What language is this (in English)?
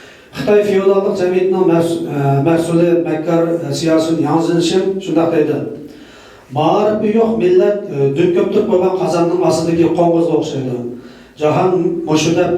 Uyghur